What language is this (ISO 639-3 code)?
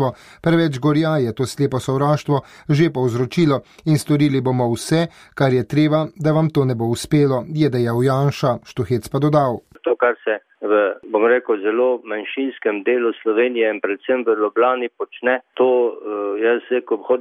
slv